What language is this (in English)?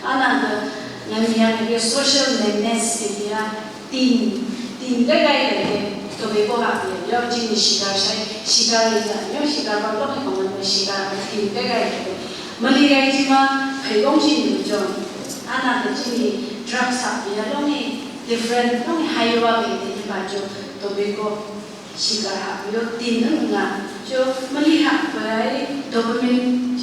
Phom Naga